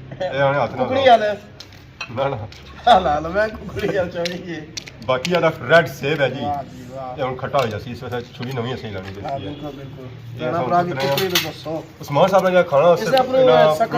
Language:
Pahari-Potwari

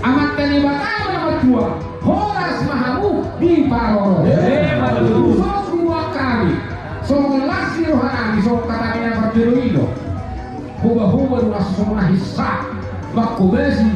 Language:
Batak Toba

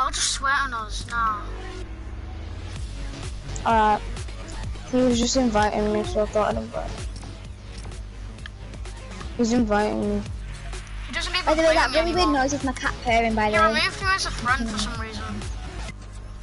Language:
English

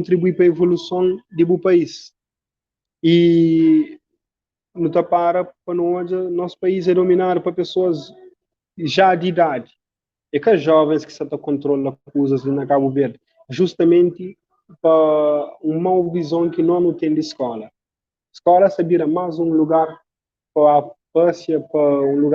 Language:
Kabuverdianu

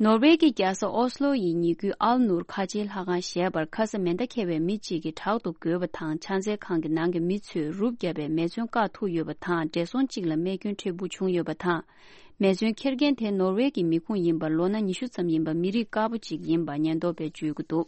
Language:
Tibetan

